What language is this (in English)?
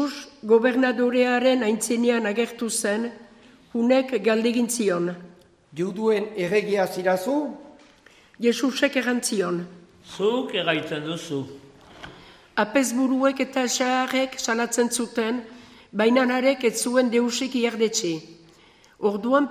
Basque